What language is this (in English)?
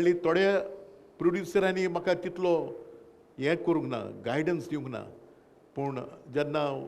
Konkani